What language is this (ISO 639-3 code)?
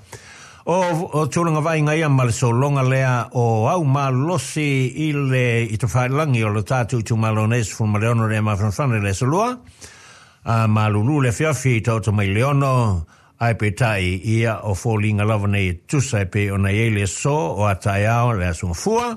smo